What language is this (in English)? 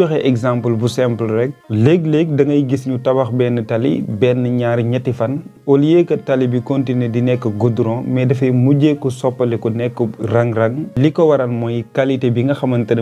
Wolof